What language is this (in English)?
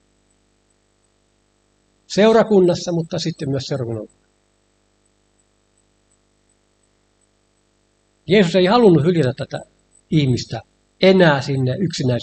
Finnish